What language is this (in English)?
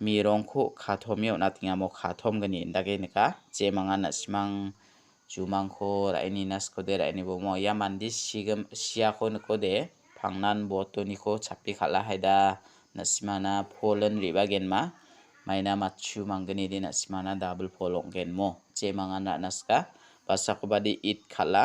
Garo